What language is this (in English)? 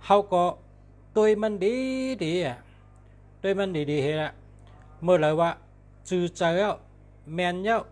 Shan